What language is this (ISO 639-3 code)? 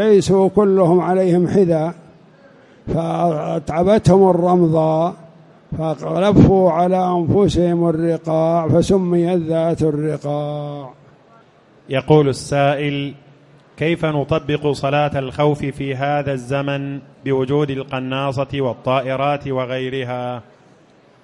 ara